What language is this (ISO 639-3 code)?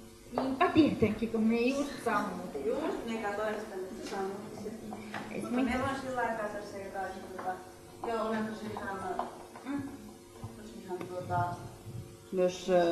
fin